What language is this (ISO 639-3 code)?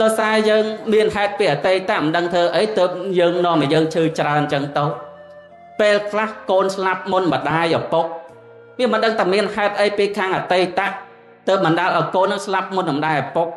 khm